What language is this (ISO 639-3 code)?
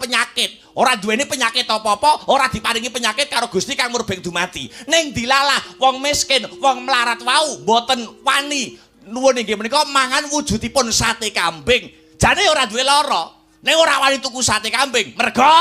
jav